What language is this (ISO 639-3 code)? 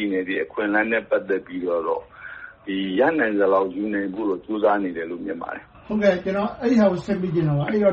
mya